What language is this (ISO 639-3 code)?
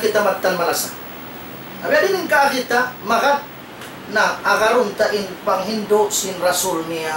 tsg